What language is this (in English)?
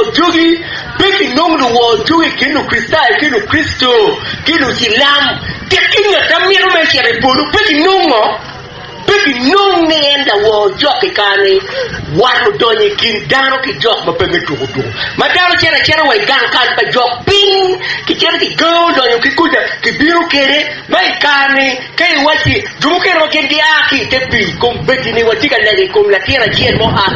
Acoli